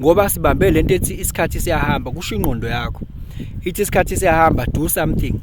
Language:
Zulu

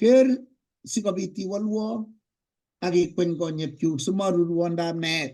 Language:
Kalenjin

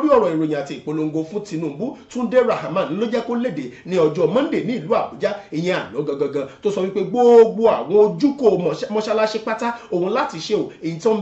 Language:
Yoruba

